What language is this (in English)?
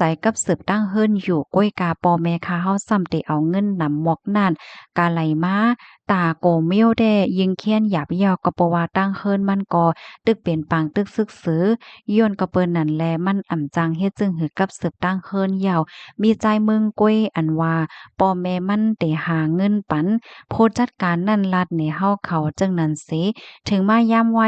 Shan